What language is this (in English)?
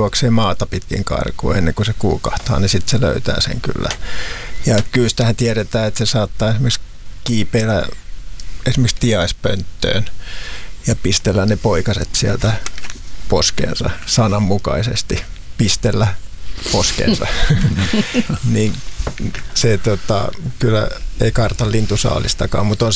Finnish